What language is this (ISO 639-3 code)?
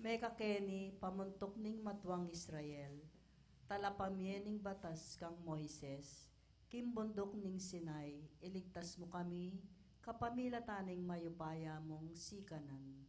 pam